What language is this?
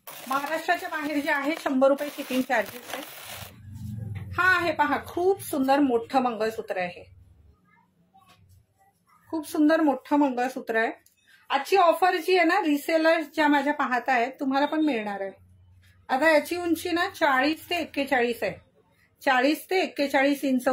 Marathi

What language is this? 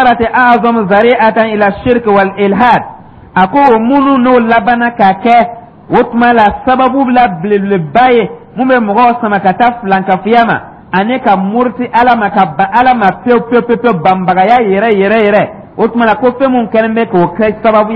Dyula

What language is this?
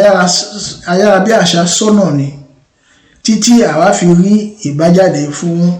Yoruba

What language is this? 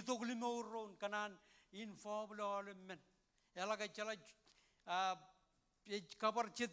Marshallese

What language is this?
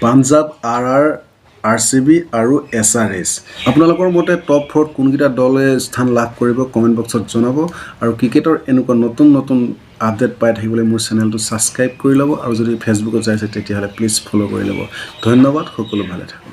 Assamese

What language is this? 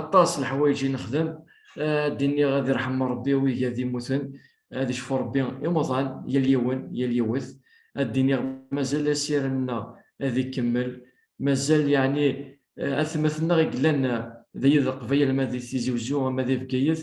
Kabyle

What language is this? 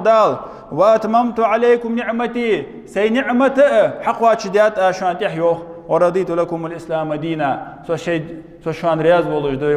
Ingush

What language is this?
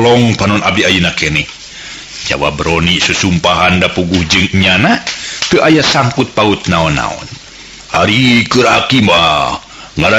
Sundanese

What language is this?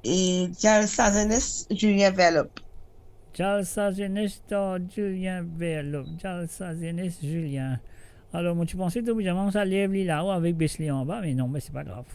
Morisyen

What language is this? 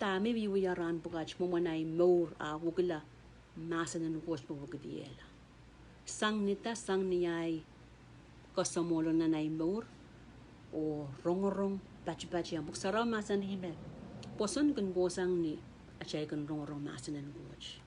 Pohnpeian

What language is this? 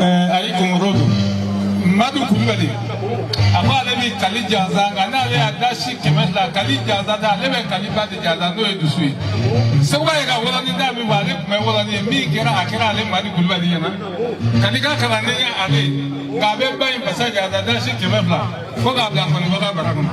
Bambara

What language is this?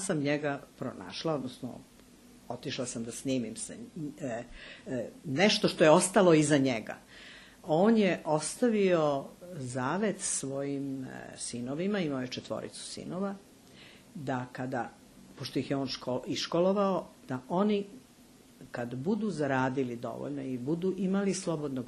Serbian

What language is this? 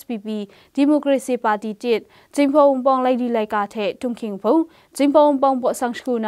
Kachin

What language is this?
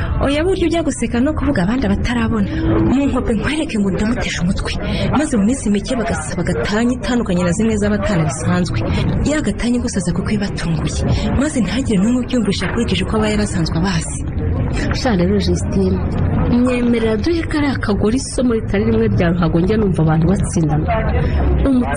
Kinyarwanda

